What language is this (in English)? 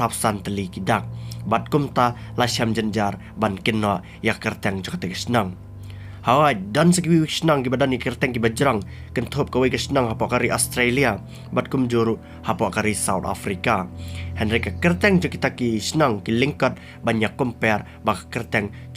Khasi